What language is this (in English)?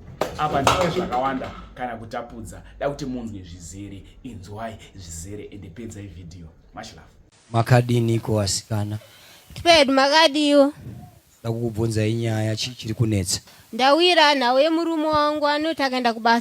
Shona